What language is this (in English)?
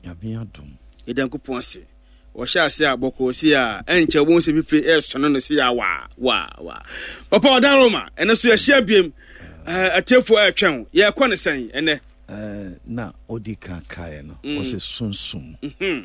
Akan